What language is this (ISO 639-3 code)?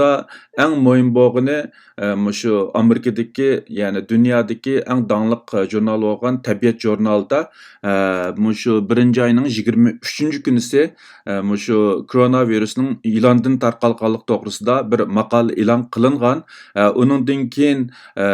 uig